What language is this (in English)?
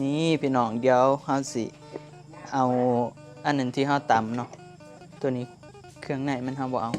Northeastern Thai